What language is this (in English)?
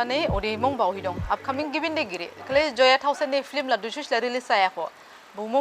Dimasa